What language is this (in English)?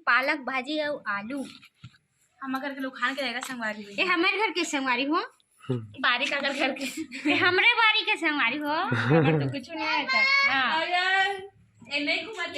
Chhattisgarhi